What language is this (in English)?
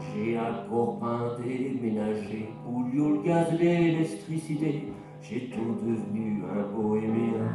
Picard